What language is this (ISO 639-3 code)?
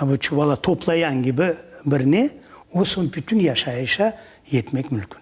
crh